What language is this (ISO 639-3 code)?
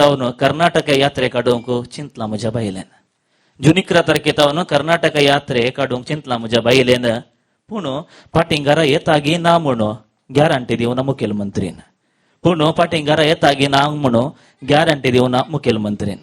kok